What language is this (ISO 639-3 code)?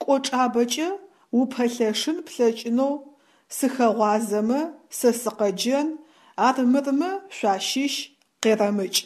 ady